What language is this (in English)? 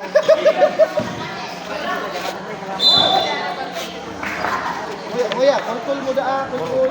Bikol